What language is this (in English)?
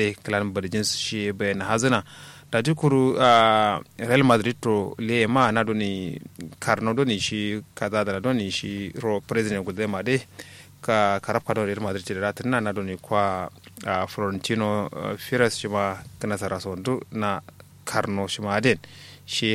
Kanuri